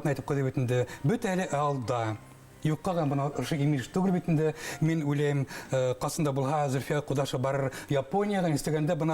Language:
Bashkir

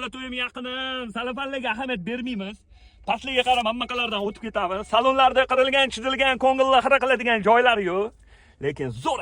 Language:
Uzbek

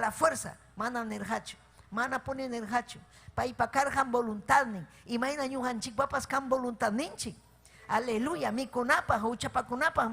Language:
Ayacucho Quechua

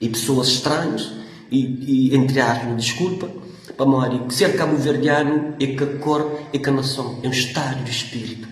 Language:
Kabuverdianu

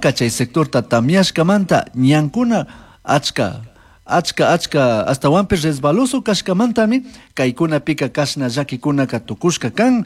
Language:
Chimborazo Highland Quichua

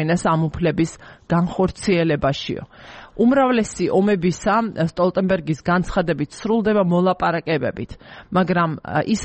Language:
Georgian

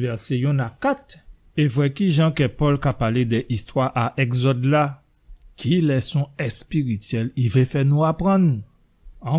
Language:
Guadeloupean Creole French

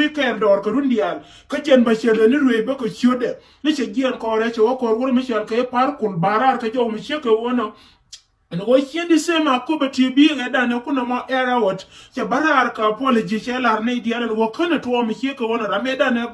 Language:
Nuer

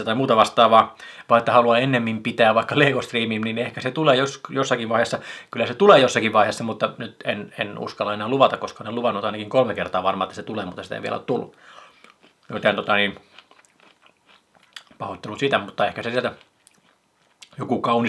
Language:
Finnish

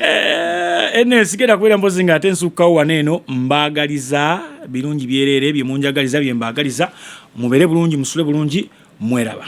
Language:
Ganda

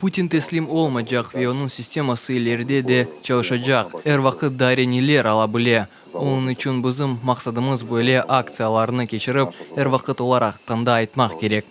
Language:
Crimean Tatar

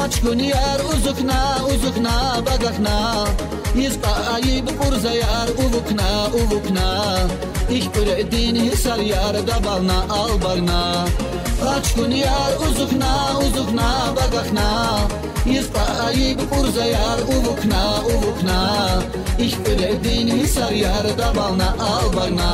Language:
Tabassaran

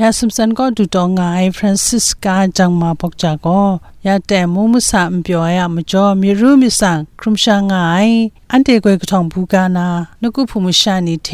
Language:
Kachin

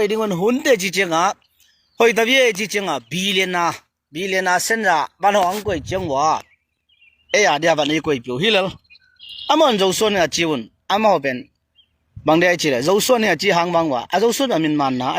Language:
Tedim Chin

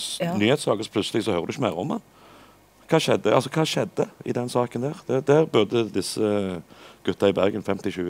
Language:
Norwegian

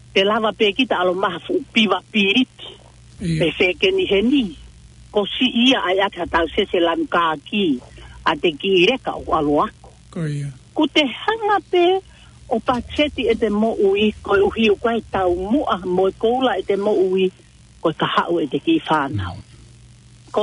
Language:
Tongan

